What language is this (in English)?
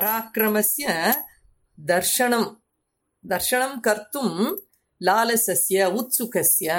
Sanskrit